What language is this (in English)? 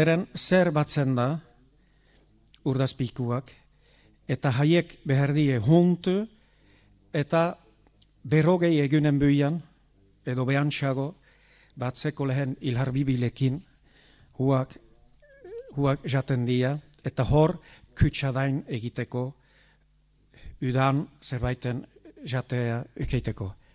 Basque